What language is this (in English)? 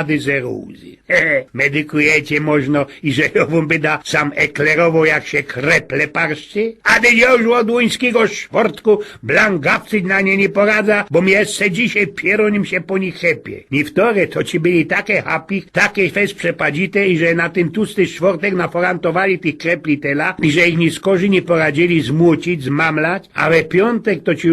Silesian